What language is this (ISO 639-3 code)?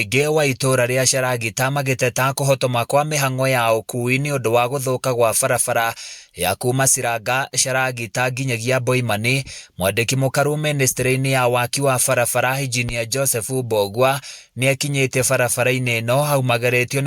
kik